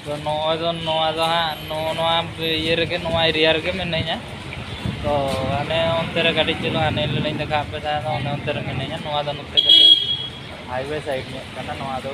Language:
Santali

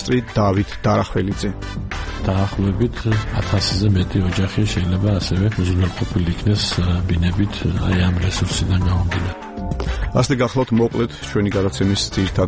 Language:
Georgian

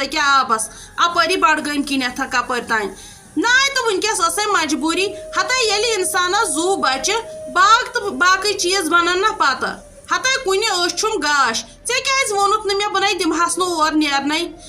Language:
Kashmiri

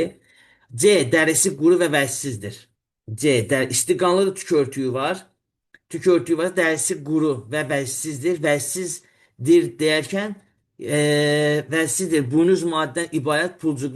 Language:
Azerbaijani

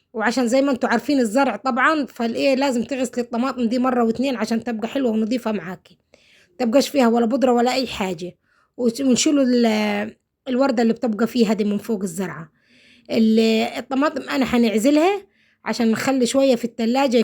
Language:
Egyptian Arabic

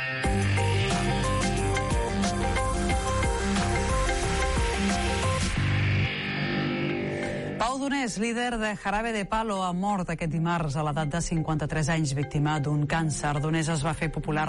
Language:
Catalan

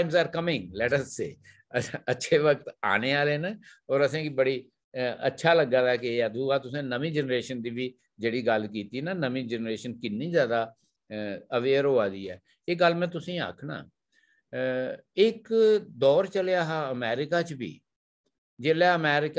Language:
Dogri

